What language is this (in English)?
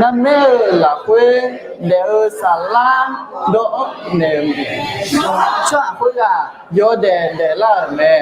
Akha